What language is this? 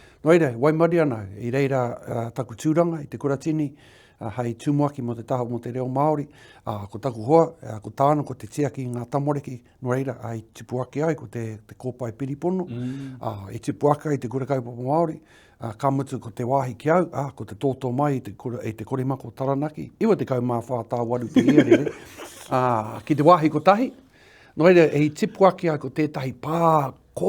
Māori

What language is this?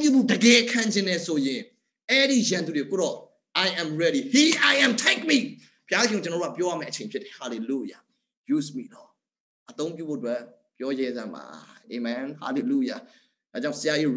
Burmese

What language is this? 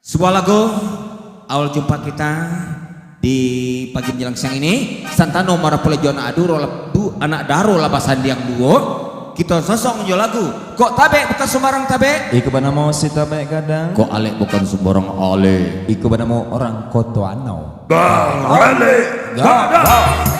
Minangkabau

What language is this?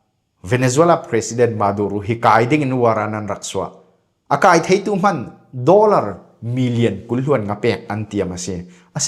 Falam Chin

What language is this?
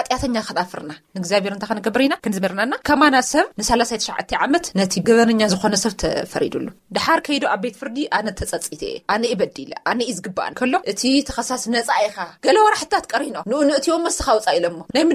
Tigrinya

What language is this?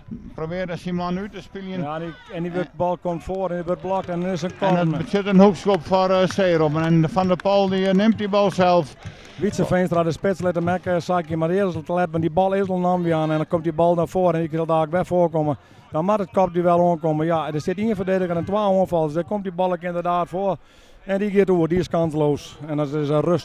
Western Frisian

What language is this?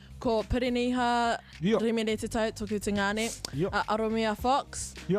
Māori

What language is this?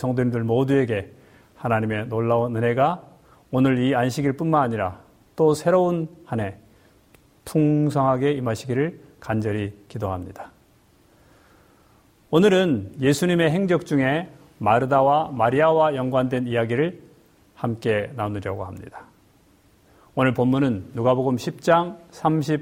Korean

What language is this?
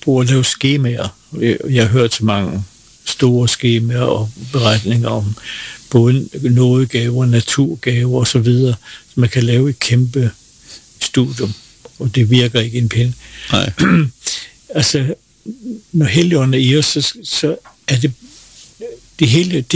Danish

